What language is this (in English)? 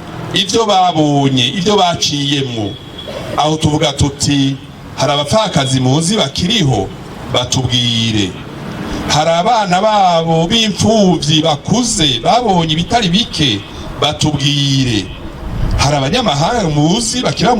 Rundi